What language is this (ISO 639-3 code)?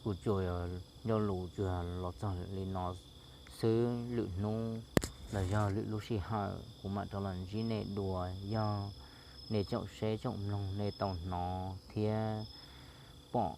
hmn